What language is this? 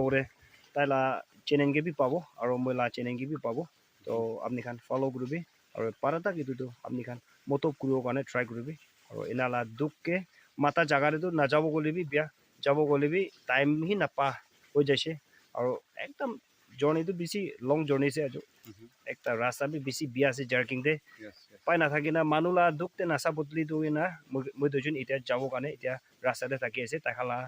Naga Pidgin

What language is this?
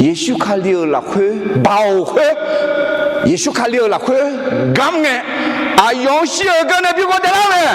Akha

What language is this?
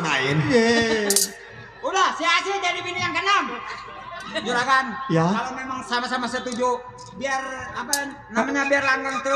Betawi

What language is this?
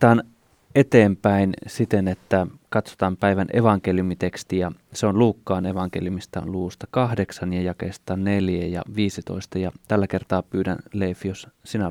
Finnish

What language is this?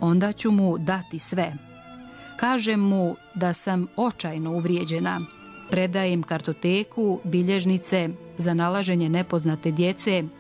Serbian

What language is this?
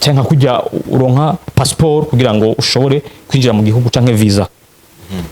Rundi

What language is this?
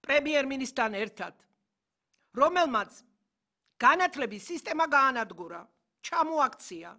Georgian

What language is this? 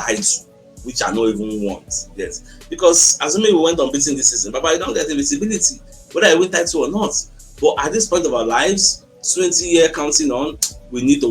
Nigerian Pidgin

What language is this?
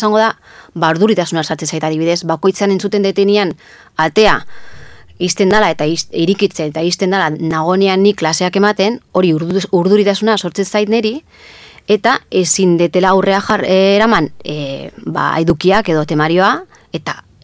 Basque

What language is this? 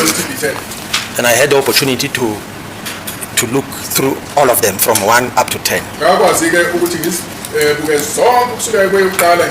Zulu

